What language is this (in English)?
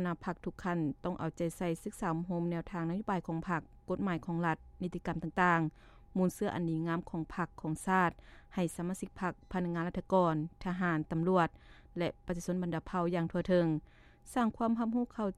Lao